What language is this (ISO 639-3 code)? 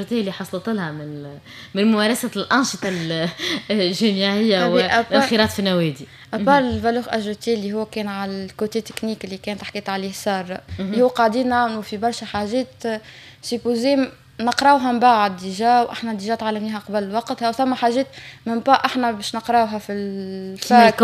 aeb